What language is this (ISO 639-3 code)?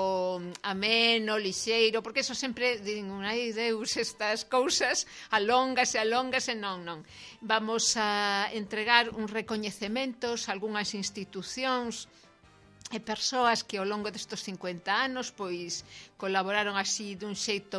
glg